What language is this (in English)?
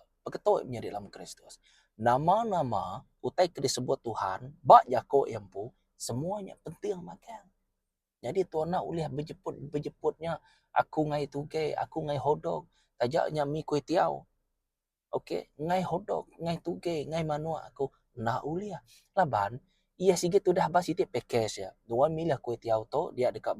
Iban